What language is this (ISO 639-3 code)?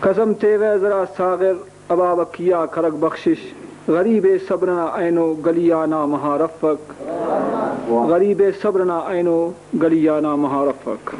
brh